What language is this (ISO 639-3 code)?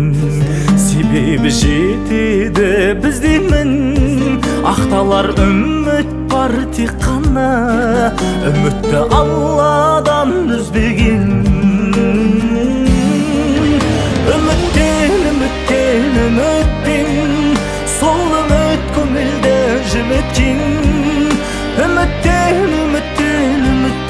kaz